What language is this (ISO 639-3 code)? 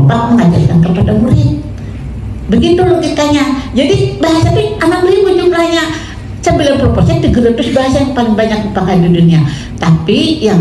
bjn